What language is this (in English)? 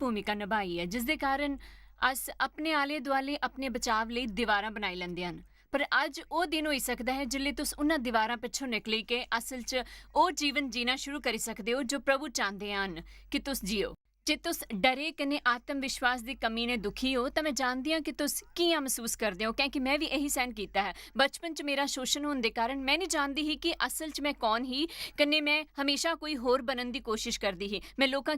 Dogri